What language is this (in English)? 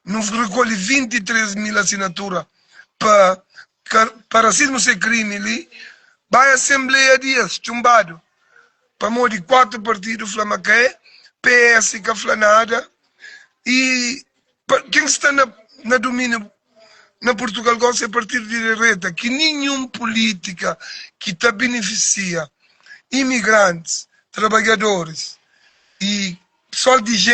Kabuverdianu